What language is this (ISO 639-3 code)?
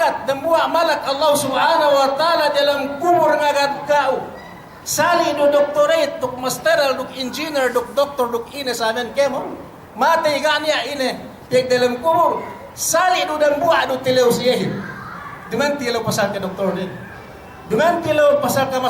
yka